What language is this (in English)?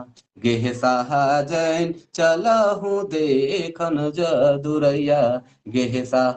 Sadri